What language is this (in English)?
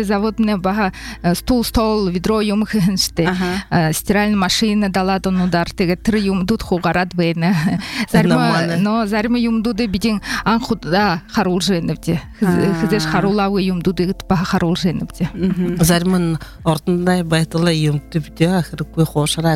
Buriat